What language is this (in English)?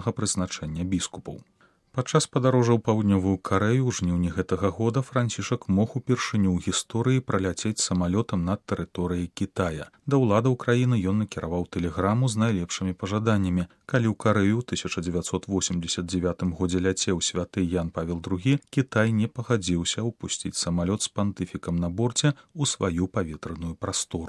Belarusian